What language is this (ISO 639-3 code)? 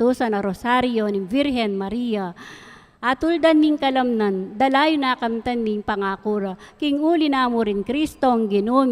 pam